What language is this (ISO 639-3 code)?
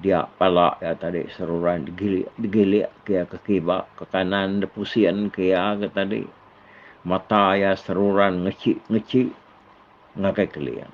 iba